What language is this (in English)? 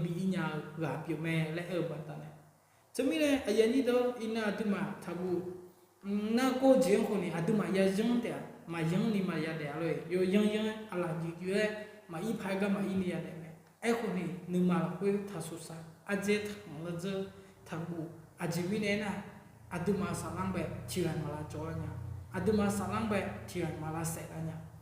Akha